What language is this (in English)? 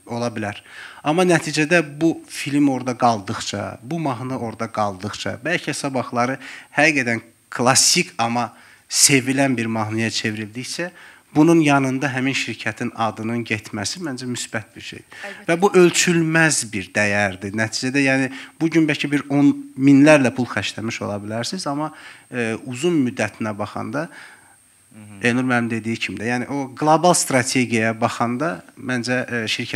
Azerbaijani